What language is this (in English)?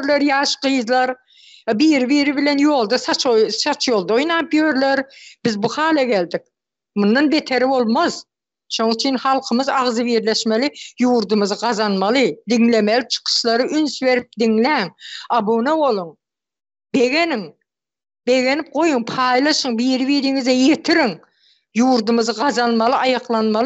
Turkmen